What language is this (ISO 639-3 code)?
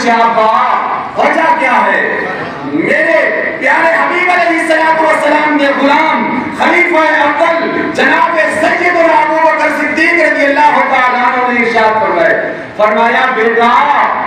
skr